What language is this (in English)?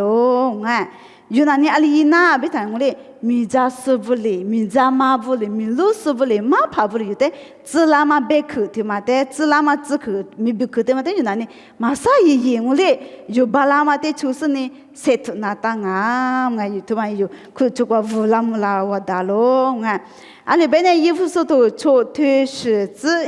Lisu